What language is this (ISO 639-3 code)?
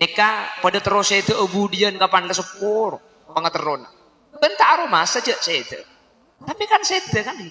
mad